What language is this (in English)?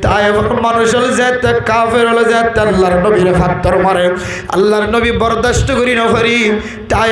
Rohingya